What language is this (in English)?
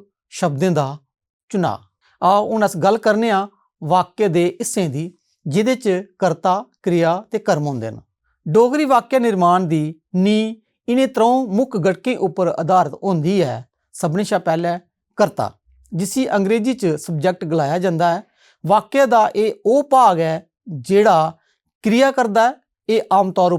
Dogri